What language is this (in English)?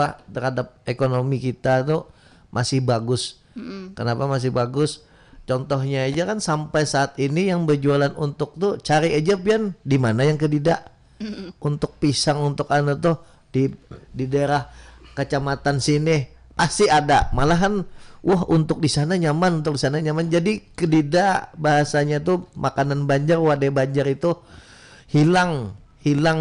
Banjar